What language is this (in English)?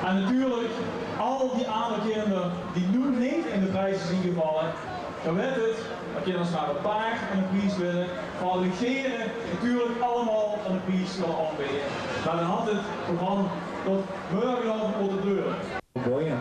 Limburgish